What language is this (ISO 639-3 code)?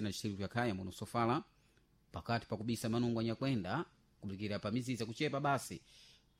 seh